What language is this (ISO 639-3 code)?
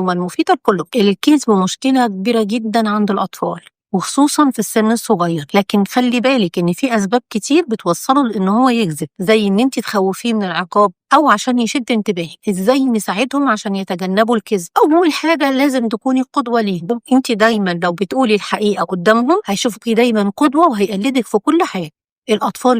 arz